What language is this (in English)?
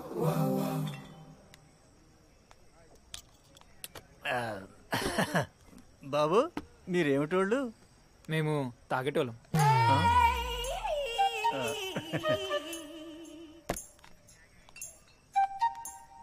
Telugu